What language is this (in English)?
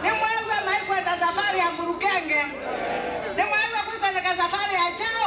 Kamba